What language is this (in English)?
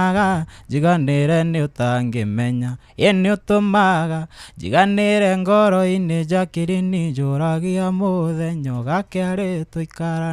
Kikuyu